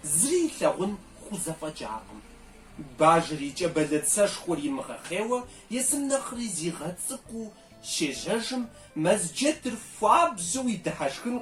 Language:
Kabardian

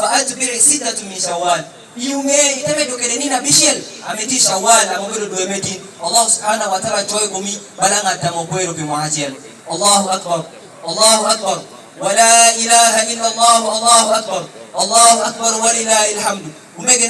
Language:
Lango (Uganda)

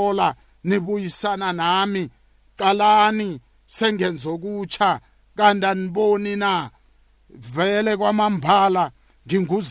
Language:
South Ndebele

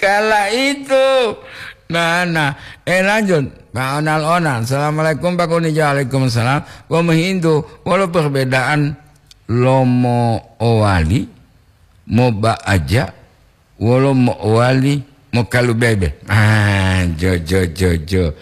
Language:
Gorontalo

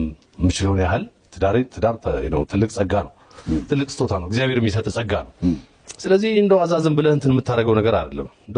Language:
Amharic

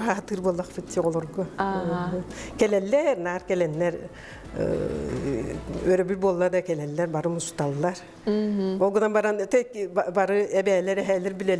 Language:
Yakut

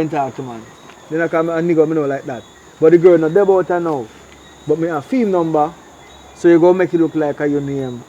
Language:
Jamaican Creole English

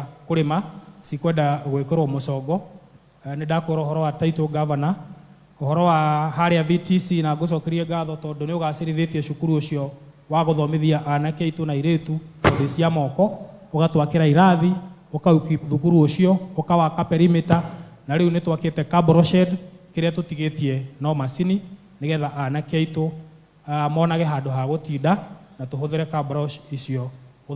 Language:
Kikuyu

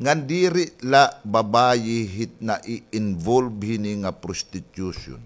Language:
Waray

